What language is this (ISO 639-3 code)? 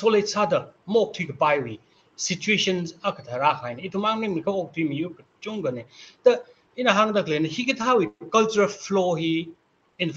nmf